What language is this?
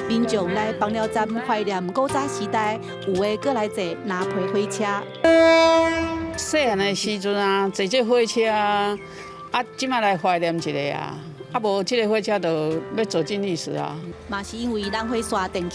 Min Nan Chinese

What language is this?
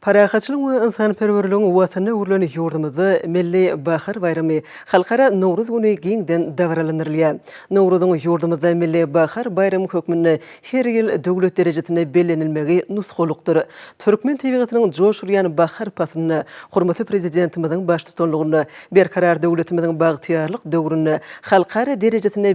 Turkmen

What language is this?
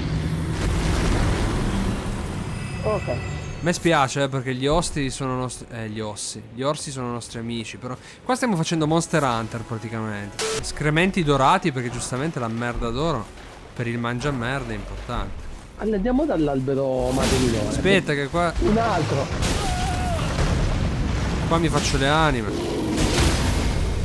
Italian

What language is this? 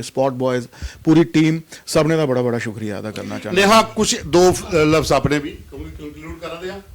Dogri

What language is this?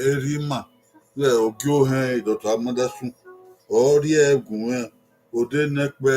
Bini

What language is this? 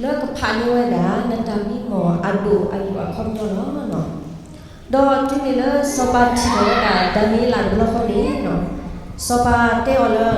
S'gaw Karen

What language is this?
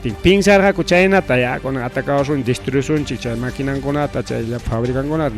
Ayacucho Quechua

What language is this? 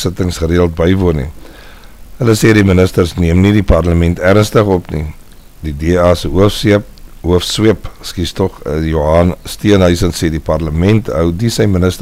Afrikaans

